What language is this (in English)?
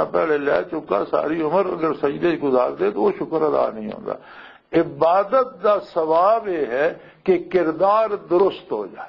Western Panjabi